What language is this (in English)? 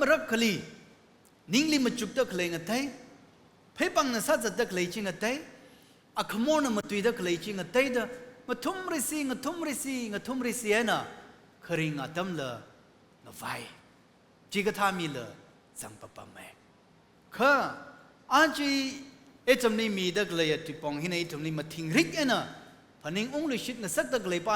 Tangkhul Naga (India)